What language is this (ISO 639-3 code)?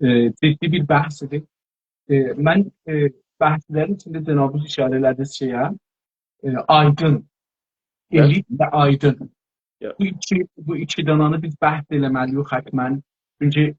azb